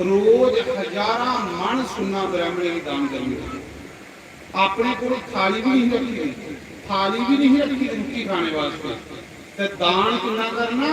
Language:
Dogri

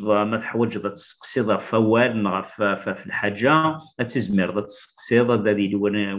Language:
Kabyle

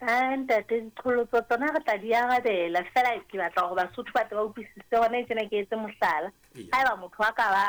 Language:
Southern Sotho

